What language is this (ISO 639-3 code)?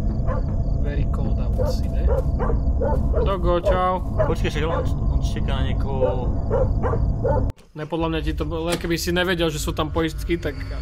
slk